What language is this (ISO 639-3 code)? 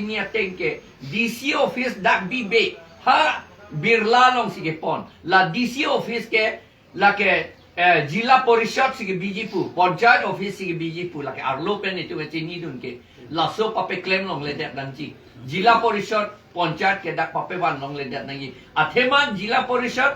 mjw